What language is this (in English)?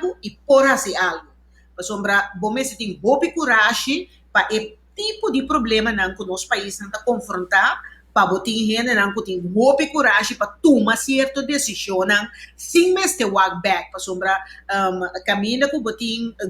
Papiamento